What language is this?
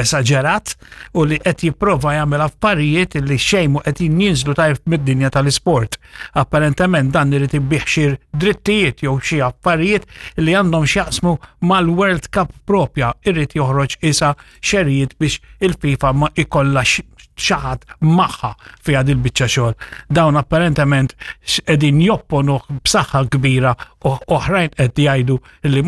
Maltese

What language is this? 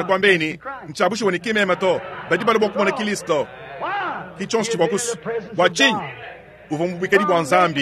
Luba-Lulua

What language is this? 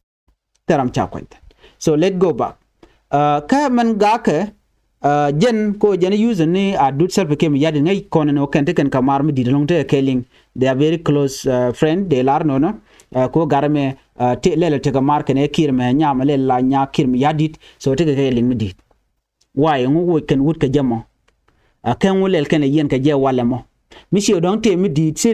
Nuer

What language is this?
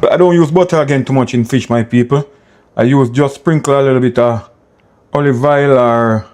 Jamaican Creole English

